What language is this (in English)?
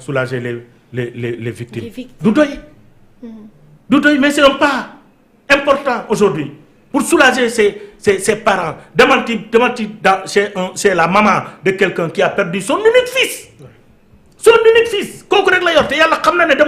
Wolof